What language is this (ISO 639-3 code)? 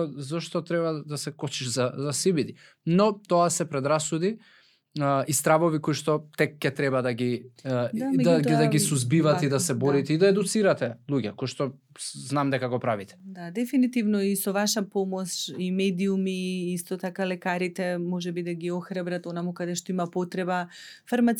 mkd